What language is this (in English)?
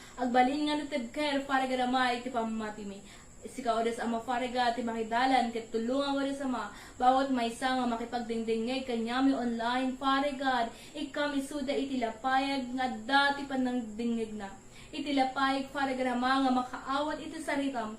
Iloko